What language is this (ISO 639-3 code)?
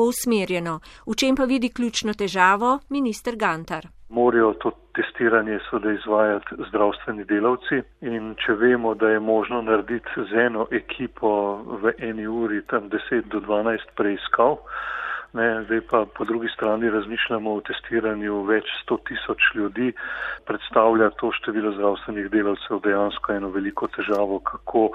slv